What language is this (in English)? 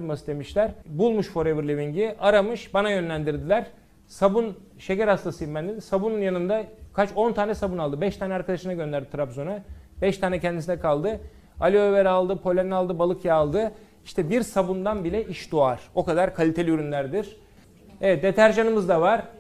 Turkish